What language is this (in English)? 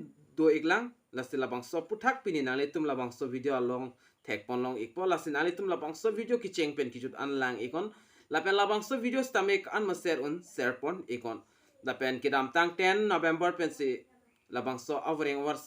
Karbi